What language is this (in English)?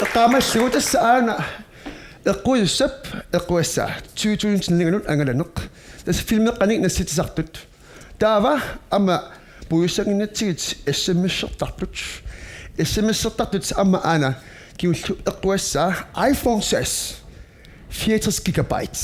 Kalaallisut